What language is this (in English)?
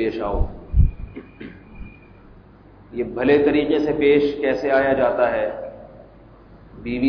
Urdu